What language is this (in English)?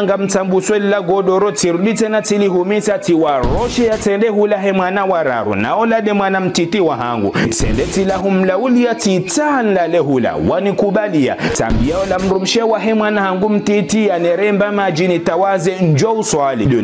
Ngazidja Comorian